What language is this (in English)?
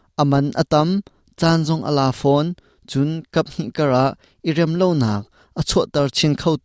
Hakha Chin